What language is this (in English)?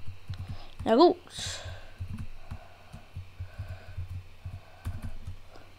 German